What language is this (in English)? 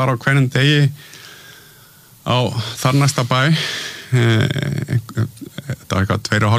Icelandic